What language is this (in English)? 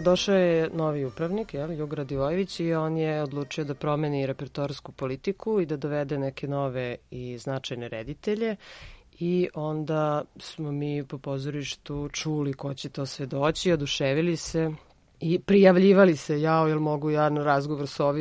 Serbian